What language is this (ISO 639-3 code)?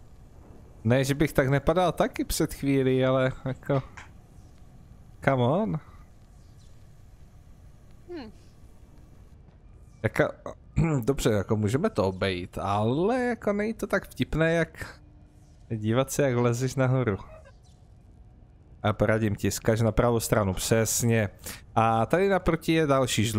ces